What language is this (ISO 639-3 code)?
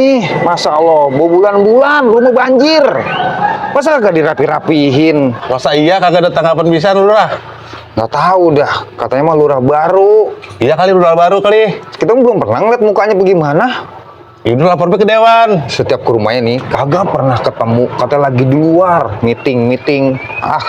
bew